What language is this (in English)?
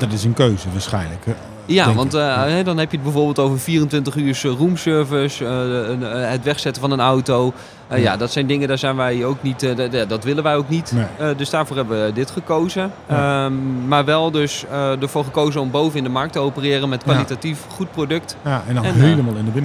Dutch